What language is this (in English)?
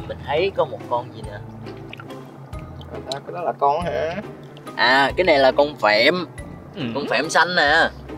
Vietnamese